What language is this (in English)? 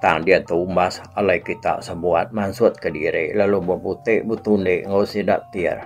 Iban